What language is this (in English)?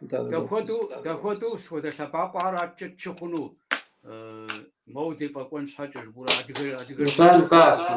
Kabardian